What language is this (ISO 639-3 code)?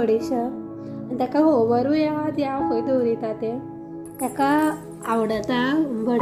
kok